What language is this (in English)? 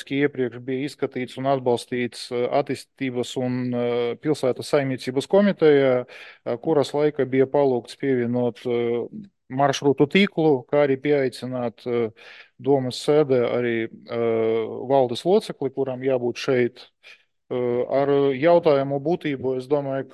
Latvian